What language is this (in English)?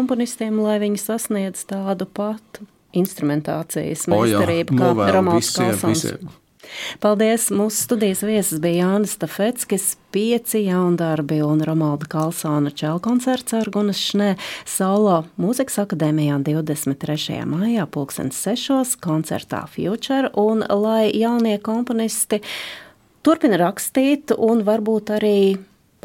Latvian